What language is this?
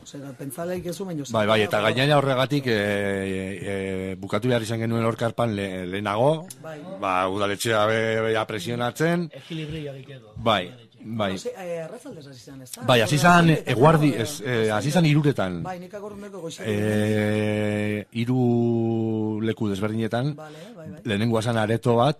Basque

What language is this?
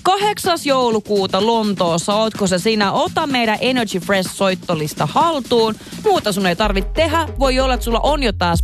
Finnish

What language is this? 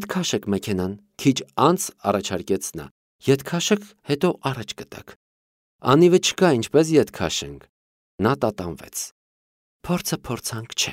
Armenian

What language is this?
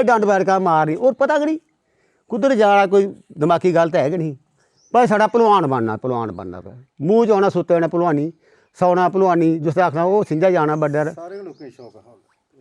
Dogri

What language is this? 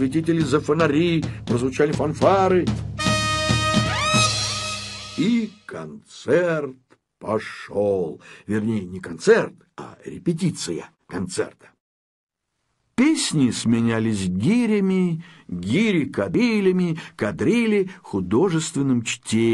Russian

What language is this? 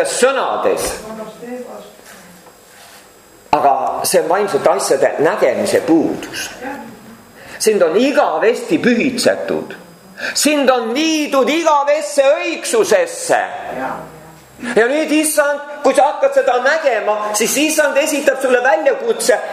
Estonian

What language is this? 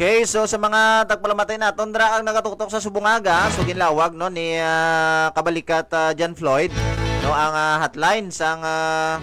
Hiligaynon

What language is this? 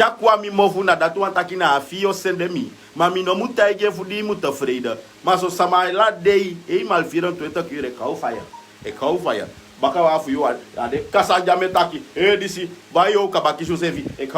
Sranan Tongo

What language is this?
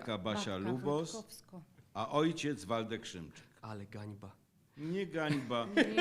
Silesian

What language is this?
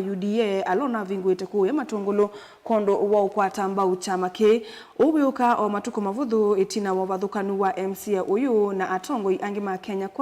Kamba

